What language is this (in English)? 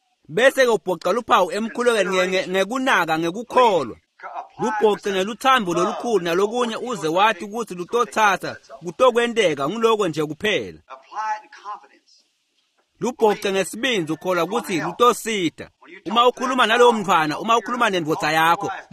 Swati